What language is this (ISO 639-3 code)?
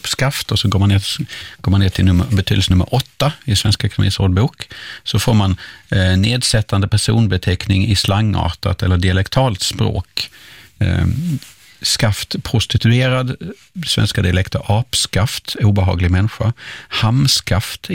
swe